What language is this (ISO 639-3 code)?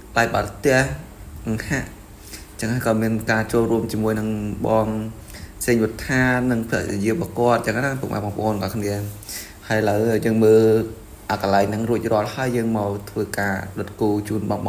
khm